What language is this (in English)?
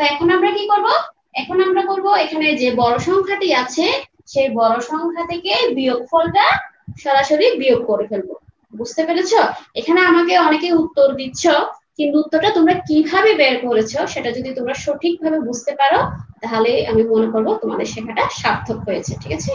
Bangla